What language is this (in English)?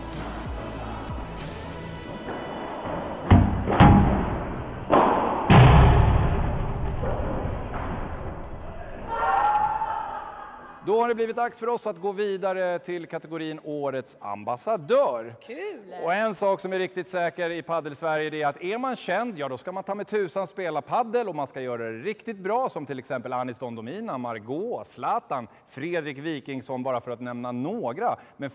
Swedish